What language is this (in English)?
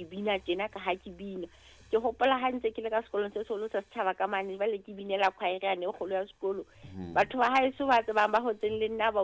Southern Sotho